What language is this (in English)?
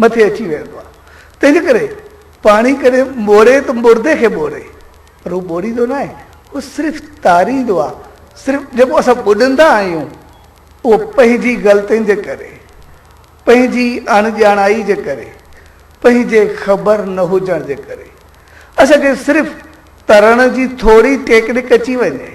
Sindhi